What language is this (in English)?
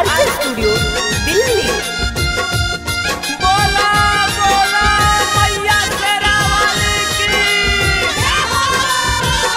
Bhojpuri